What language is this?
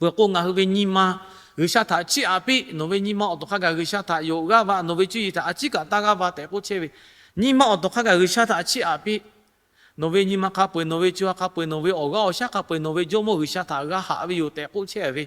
Lahu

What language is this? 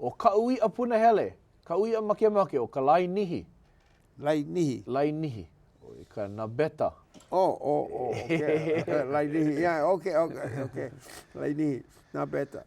Hawaiian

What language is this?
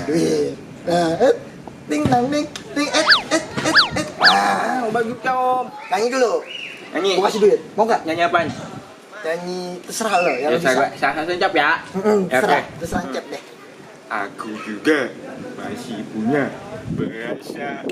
Betawi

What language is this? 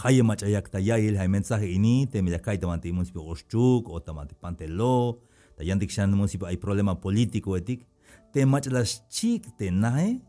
Tzeltal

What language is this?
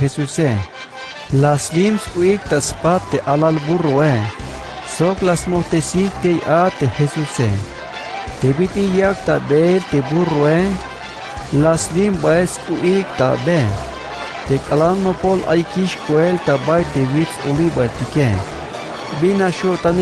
Tzeltal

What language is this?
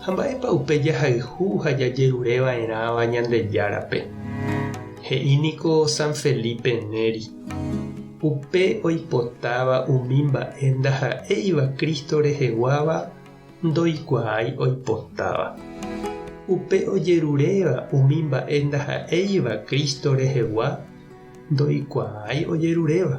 Guarani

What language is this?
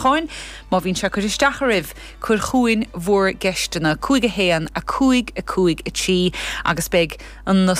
Irish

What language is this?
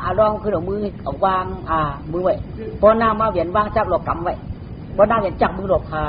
Shan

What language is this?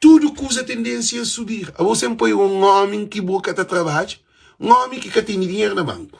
Kabuverdianu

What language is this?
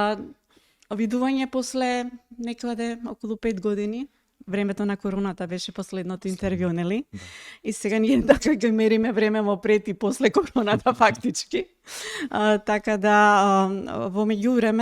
Macedonian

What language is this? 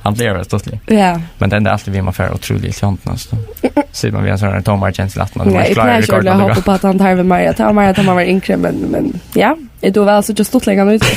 Faroese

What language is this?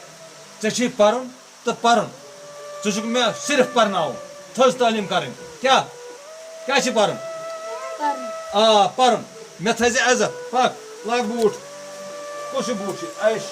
Kashmiri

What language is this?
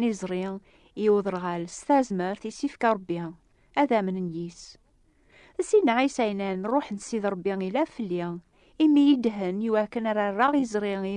Kabyle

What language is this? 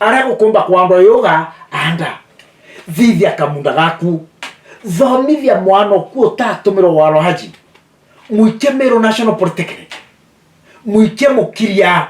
Meru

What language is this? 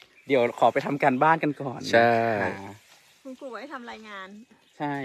Thai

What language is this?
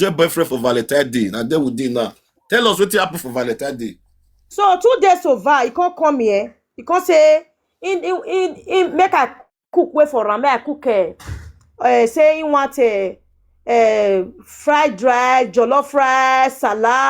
Nigerian Pidgin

